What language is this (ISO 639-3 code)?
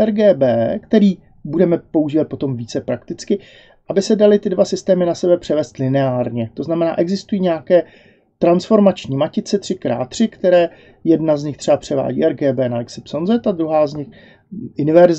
ces